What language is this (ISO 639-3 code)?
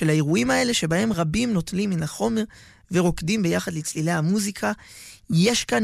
heb